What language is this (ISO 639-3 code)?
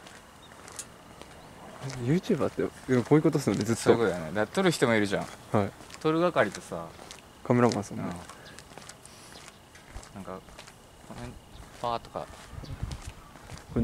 jpn